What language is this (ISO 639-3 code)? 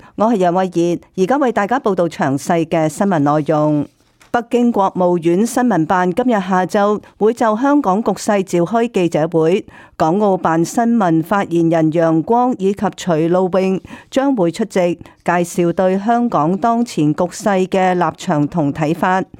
yue